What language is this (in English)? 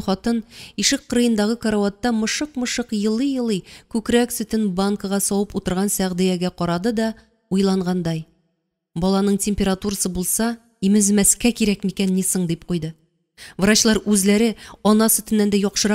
Tatar